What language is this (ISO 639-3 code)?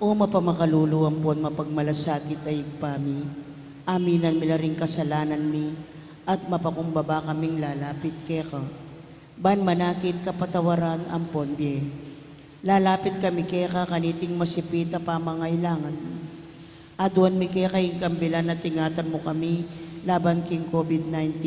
pam